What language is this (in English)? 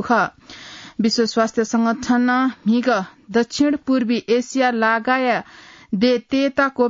Newari